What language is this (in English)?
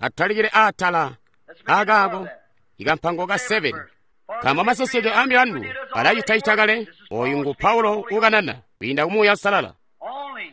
Tonga (Zambia)